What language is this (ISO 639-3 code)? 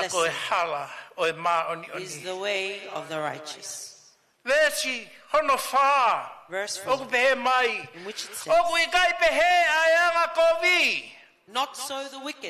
ton